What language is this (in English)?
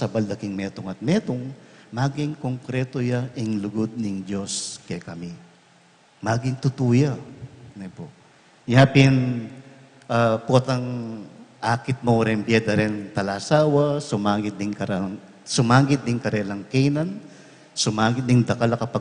Pampanga